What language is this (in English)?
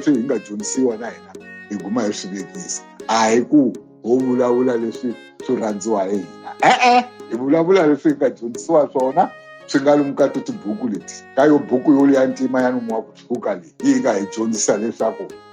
Tsonga